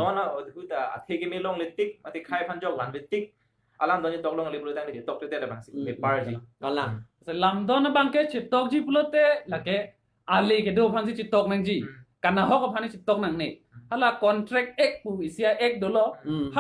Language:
Karbi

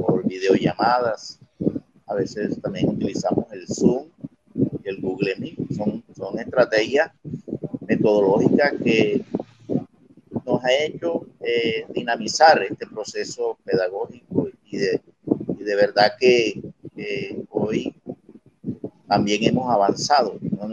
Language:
Spanish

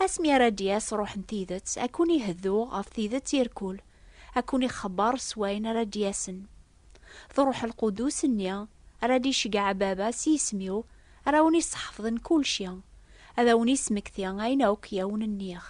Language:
Kabyle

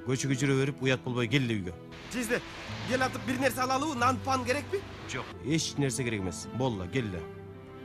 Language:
Kyrgyz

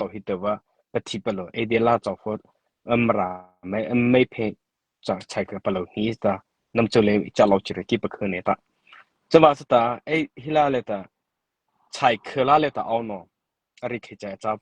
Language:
Mara Chin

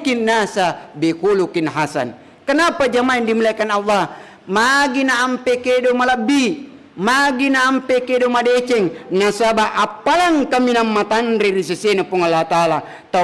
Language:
Buginese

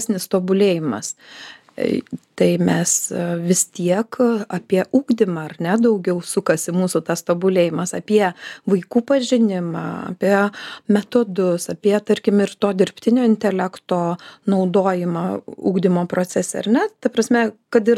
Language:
Lithuanian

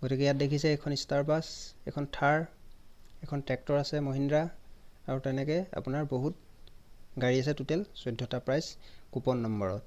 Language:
Assamese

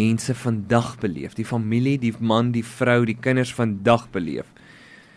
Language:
Afrikaans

